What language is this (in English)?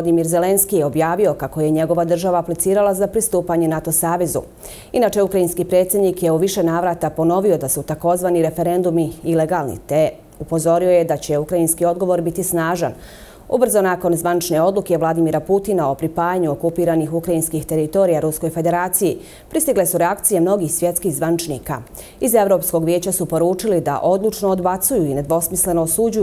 Bosnian